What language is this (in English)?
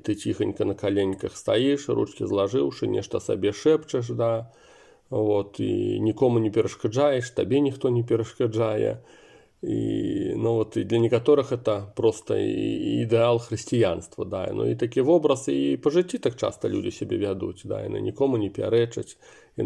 Belarusian